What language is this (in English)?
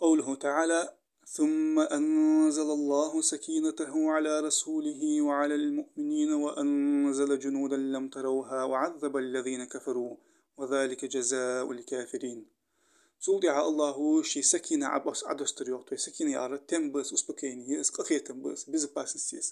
Ingush